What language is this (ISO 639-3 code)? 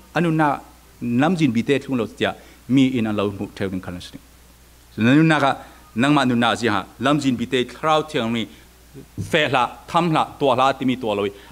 cfm